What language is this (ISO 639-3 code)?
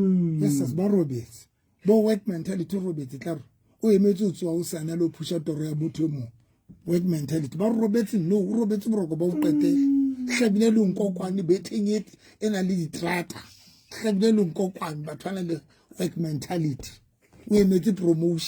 sot